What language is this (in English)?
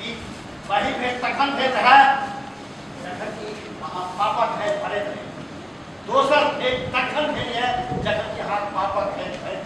Maithili